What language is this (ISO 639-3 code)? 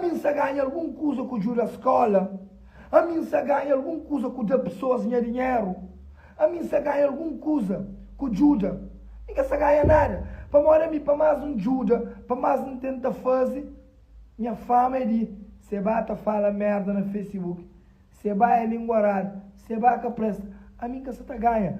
kea